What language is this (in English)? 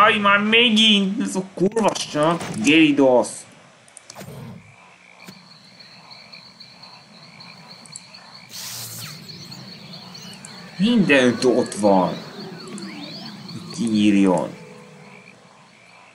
Hungarian